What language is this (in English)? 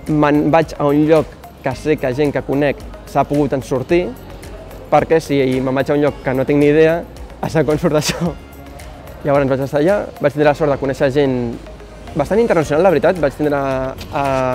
Catalan